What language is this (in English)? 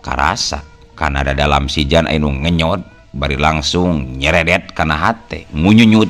Sundanese